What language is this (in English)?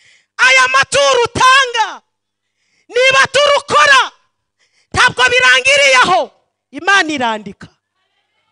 Kinyarwanda